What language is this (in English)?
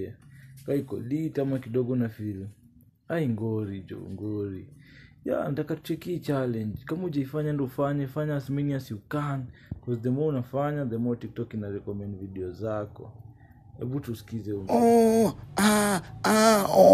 Swahili